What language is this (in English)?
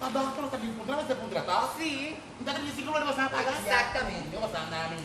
Papiamento